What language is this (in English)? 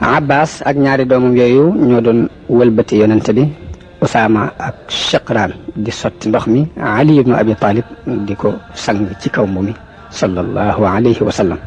Wolof